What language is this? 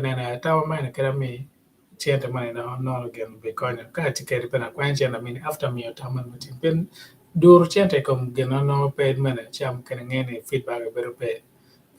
Acoli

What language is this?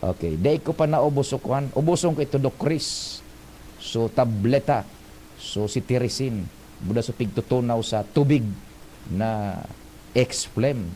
Bikol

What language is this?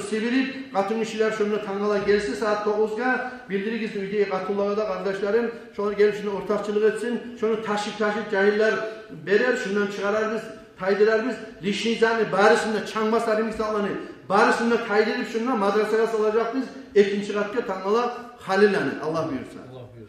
Kumyk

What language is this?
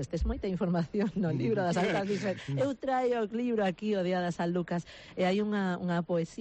Galician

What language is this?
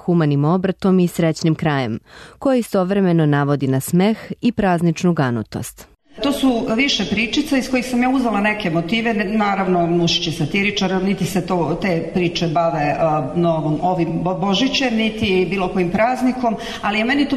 Serbian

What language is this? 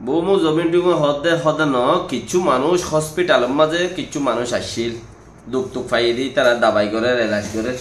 Rohingya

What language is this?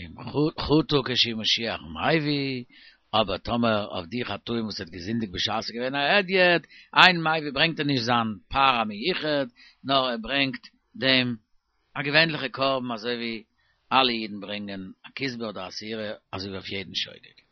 Yiddish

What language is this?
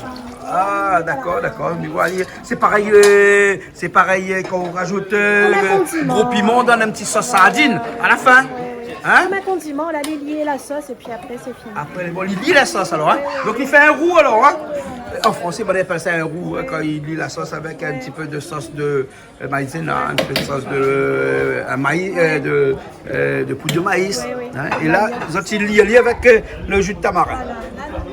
Réunion Creole French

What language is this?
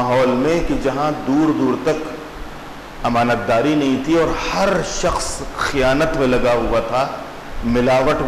Urdu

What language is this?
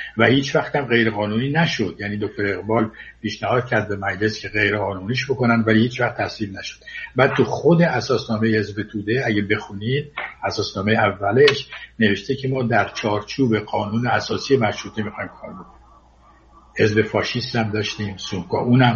Persian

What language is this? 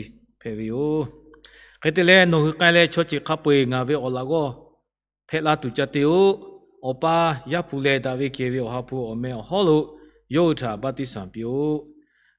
Lahu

